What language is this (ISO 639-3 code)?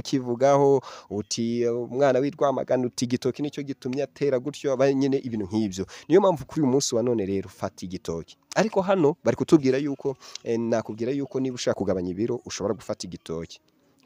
kin